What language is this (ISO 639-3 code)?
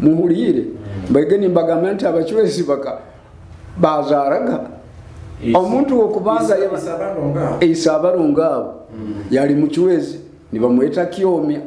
nyo